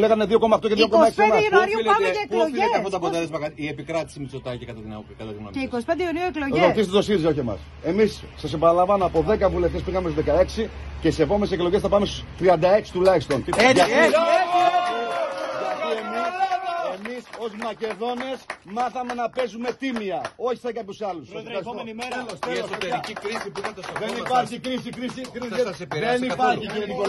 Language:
Greek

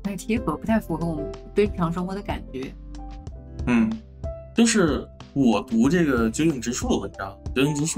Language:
Chinese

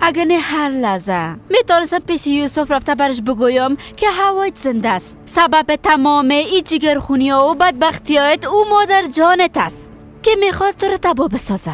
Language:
Persian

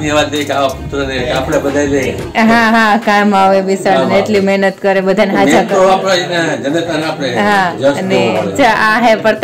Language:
Gujarati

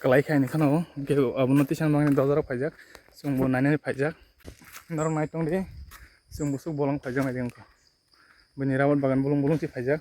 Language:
Kok Borok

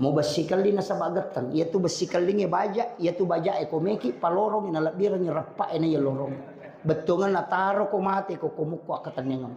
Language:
Buginese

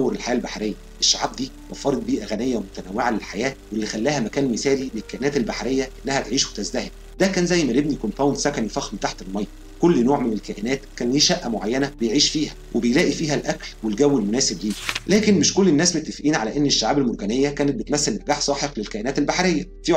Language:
Egyptian Arabic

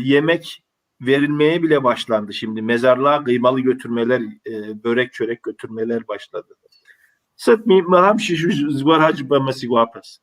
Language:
Kabardian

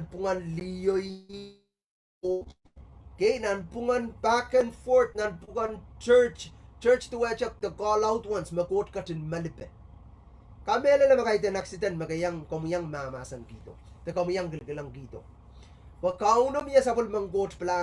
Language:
Pohnpeian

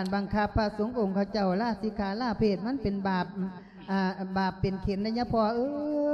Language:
Lao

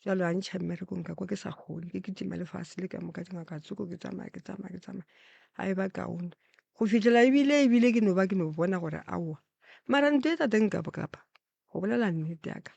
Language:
Northern Sotho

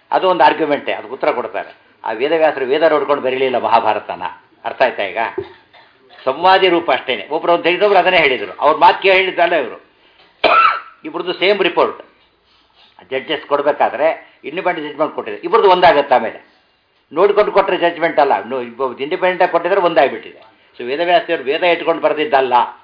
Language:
Kannada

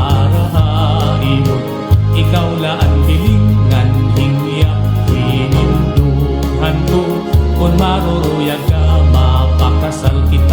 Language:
Waray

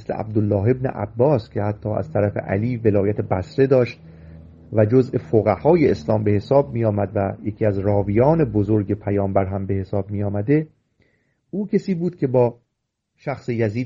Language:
Persian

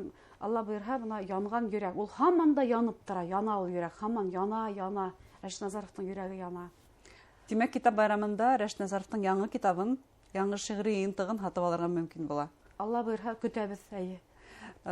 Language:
Bashkir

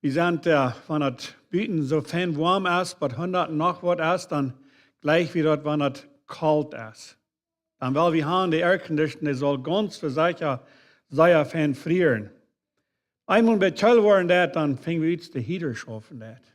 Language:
Plautdietsch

